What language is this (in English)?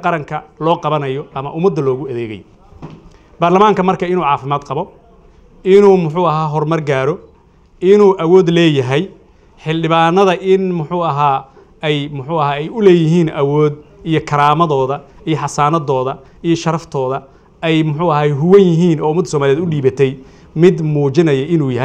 Somali